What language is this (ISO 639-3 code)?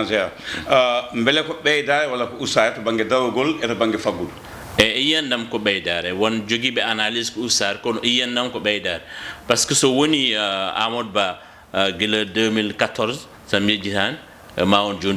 ful